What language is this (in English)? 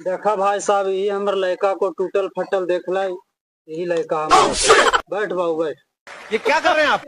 Magahi